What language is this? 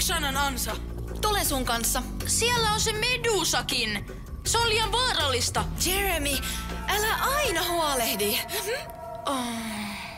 Finnish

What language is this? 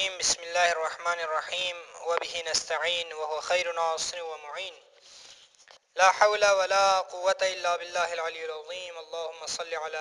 Urdu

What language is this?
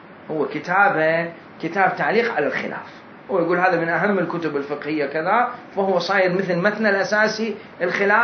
Mesopotamian Arabic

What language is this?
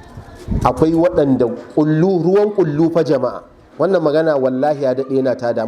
Hausa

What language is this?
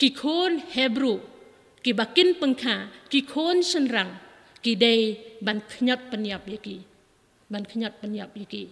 Khasi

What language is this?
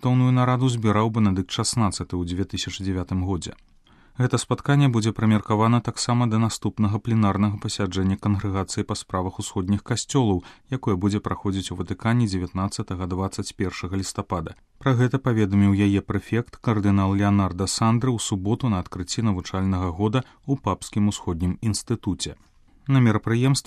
Belarusian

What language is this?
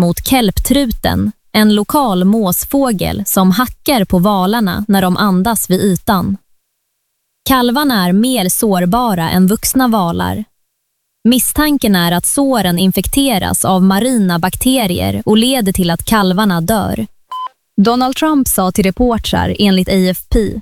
Swedish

